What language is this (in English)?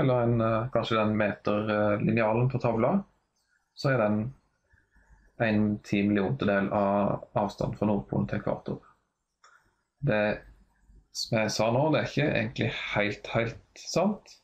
Norwegian